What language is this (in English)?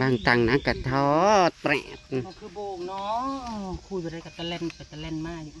Northeastern Thai